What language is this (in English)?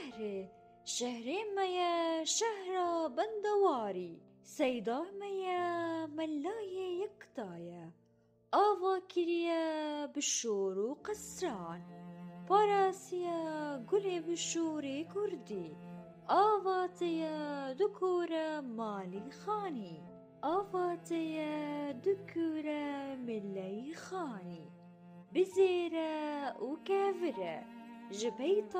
Kurdish